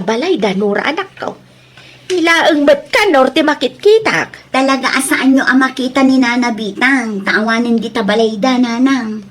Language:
Iloko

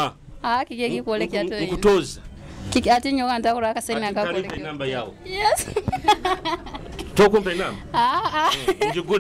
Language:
Nyoro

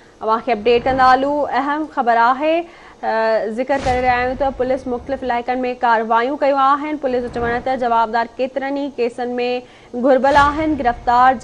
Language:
Sindhi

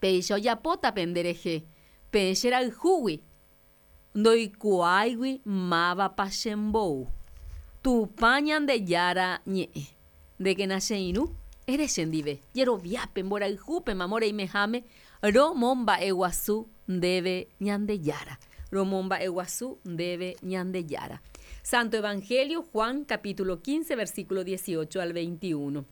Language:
Guarani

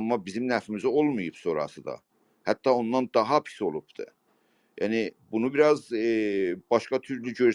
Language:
South Azerbaijani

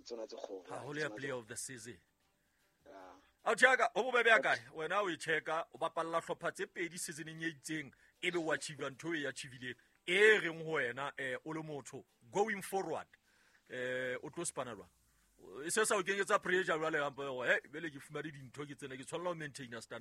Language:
Southern Sotho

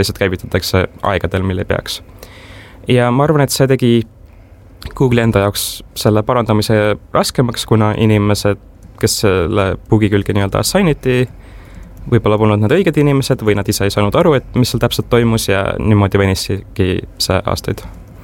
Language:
Estonian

